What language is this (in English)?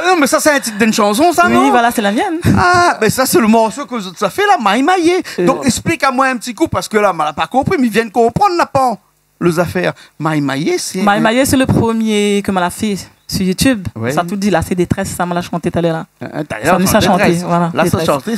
Réunion Creole French